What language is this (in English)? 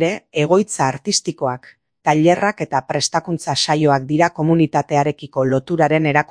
Basque